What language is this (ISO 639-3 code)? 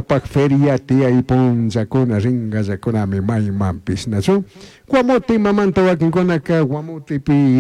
qug